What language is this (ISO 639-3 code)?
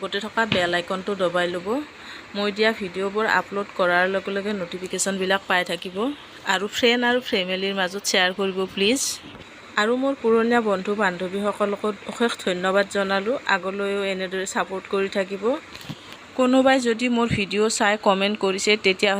asm